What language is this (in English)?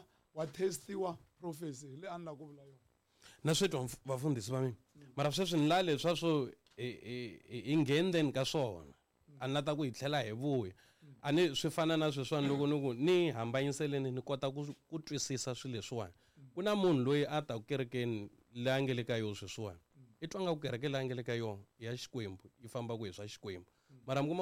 Tsonga